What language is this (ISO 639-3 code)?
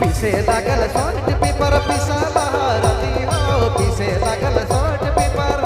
sck